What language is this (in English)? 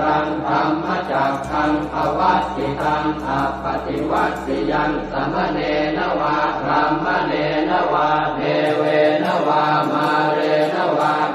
Pali